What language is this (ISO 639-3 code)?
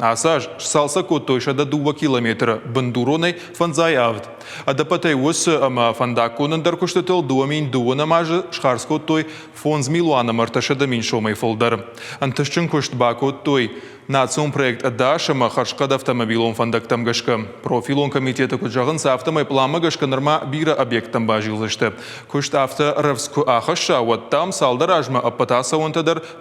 oss